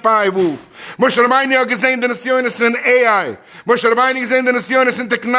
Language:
Yiddish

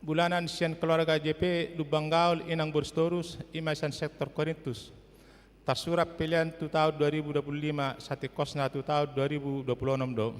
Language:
Batak Toba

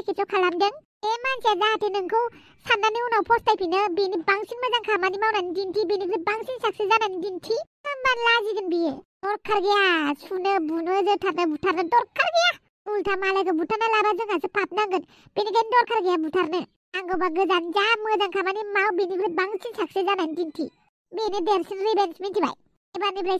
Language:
Bodo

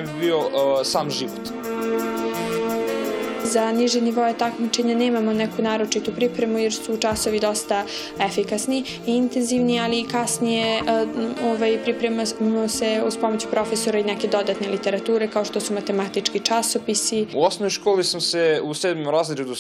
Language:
Serbian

